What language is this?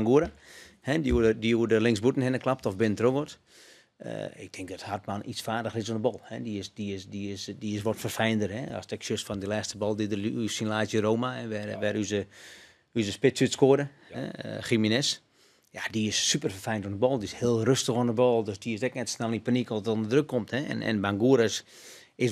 Western Frisian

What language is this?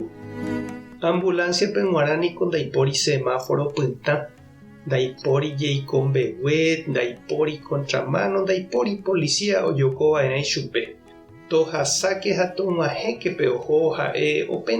Guarani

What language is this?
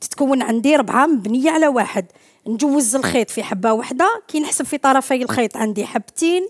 Algerian Arabic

